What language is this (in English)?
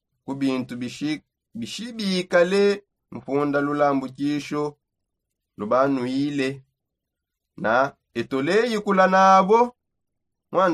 Songe